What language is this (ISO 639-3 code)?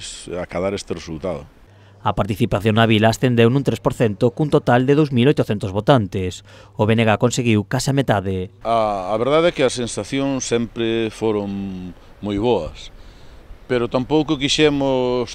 glg